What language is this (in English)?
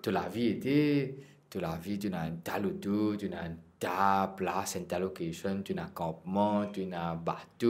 Morisyen